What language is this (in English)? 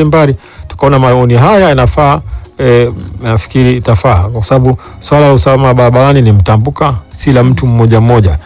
Swahili